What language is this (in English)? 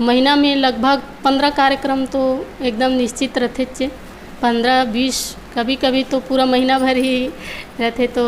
Chhattisgarhi